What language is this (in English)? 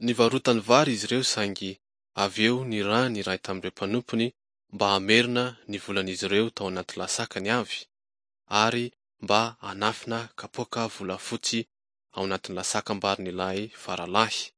Malagasy